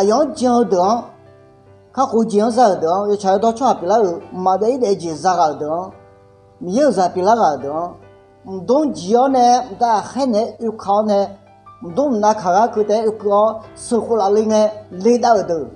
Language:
Akha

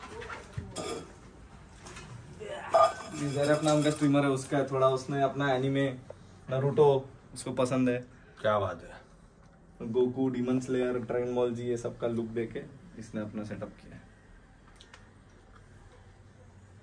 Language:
Hindi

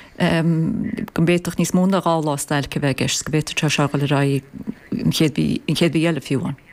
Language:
Irish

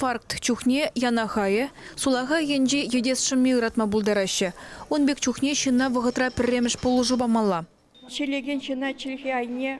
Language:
Chuvash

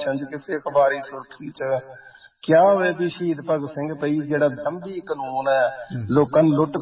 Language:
Punjabi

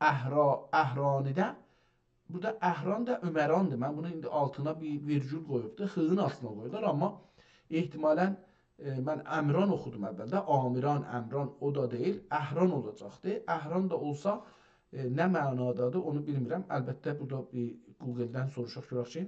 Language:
South Azerbaijani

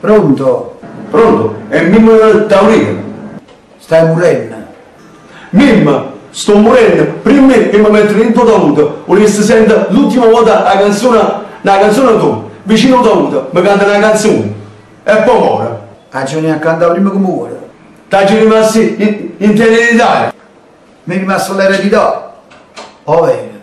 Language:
Neapolitan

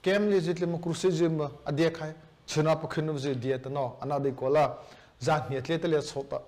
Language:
Mara Chin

